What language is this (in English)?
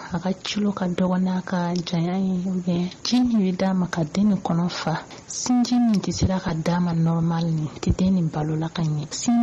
Bambara